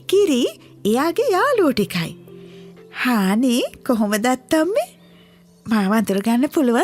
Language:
Sinhala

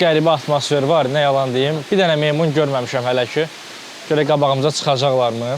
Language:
Azerbaijani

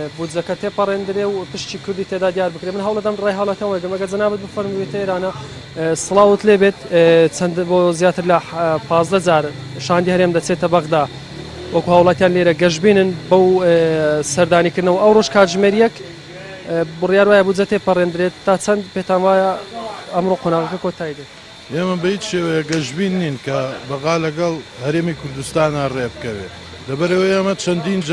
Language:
Central Kurdish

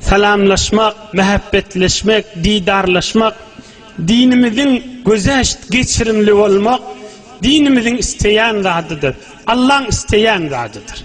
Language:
Turkmen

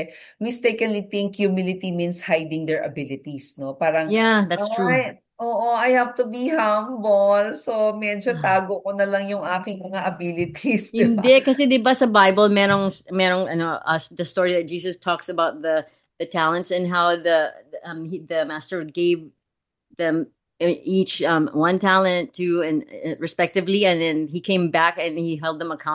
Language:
Filipino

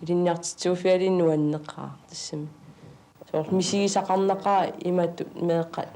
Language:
Kalaallisut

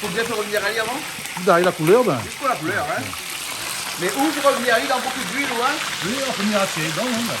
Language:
Réunion Creole French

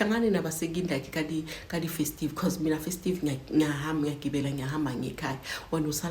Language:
Zulu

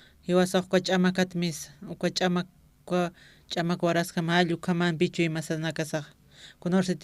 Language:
Aymara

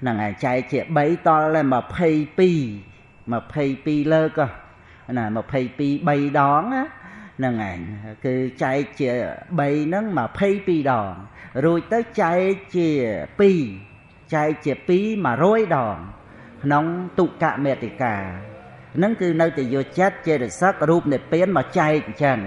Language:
Khmer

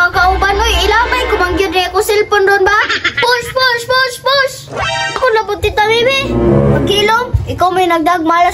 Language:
Cebuano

